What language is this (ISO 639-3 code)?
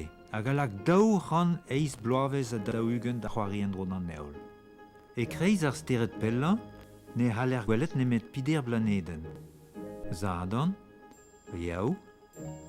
bre